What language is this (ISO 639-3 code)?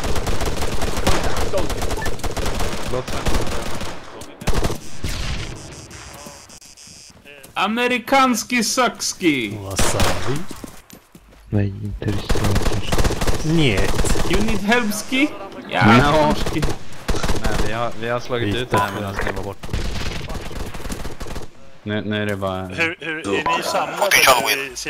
swe